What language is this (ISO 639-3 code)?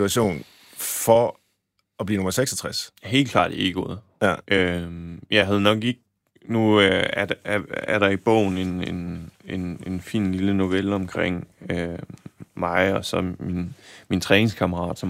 dan